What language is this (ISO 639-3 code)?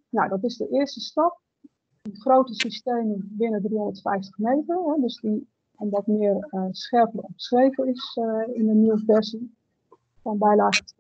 nld